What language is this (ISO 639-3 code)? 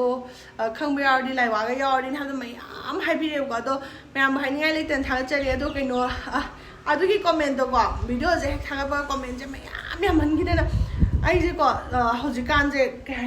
mni